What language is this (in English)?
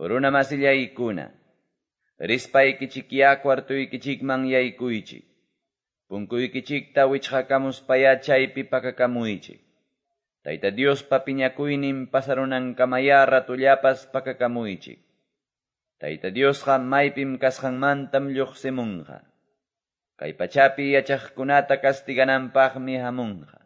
Quechua